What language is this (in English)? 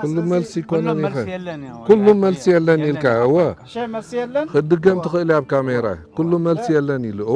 Tigrinya